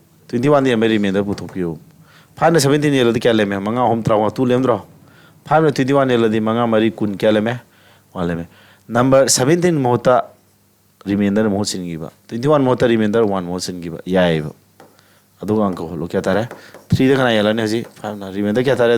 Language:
Manipuri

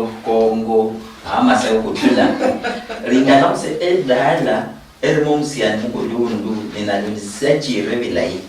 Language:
Luyia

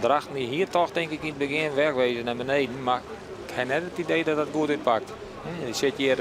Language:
Western Frisian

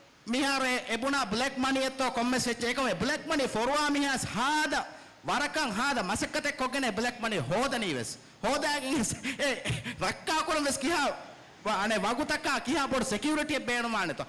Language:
Divehi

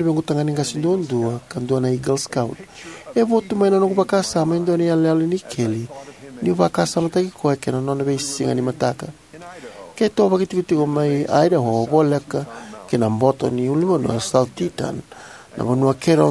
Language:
Fijian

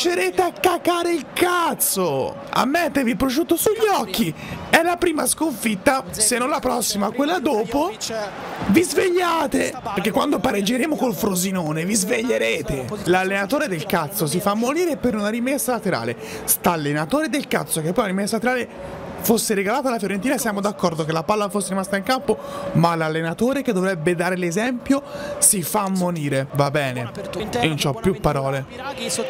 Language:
Italian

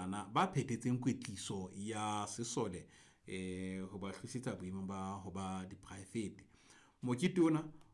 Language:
Southern Sotho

